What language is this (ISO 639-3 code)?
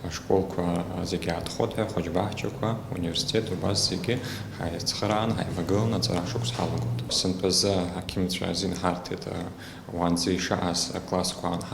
abk